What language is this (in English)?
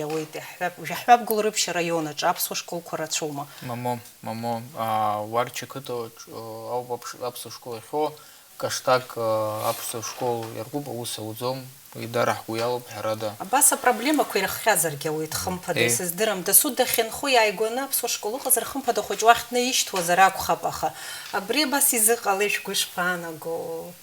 Abkhazian